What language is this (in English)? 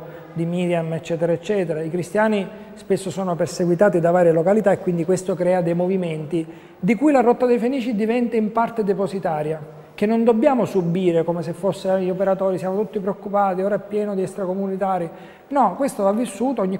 Italian